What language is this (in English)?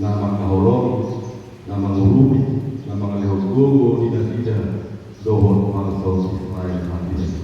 Batak Toba